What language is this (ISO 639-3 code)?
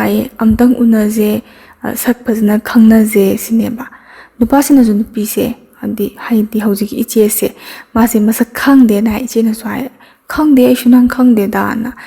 mni